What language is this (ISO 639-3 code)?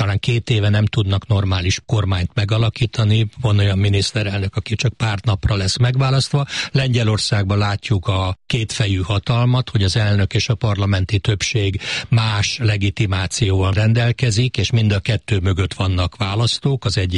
hun